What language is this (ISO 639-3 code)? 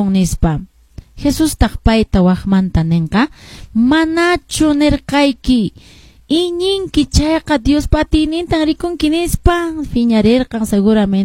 que